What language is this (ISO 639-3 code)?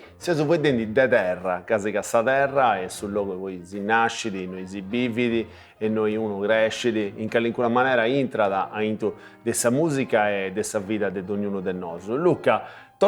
srd